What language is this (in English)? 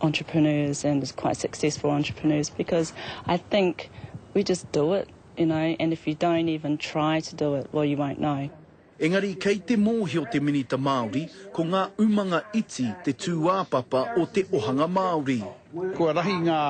Māori